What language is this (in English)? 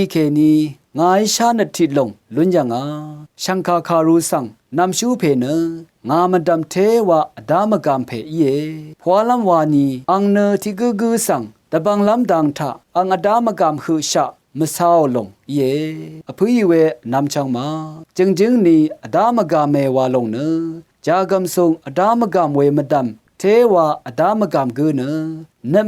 Rawang